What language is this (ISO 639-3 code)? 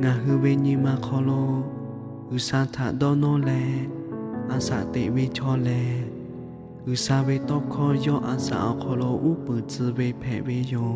lhu